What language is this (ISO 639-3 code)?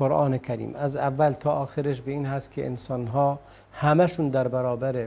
fas